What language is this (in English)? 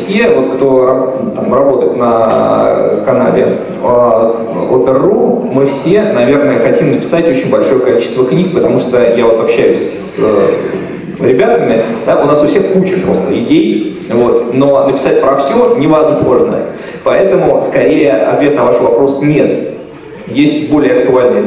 Russian